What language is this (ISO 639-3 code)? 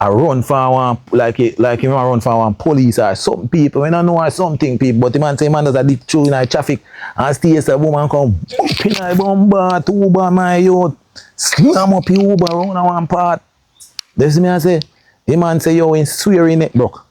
jam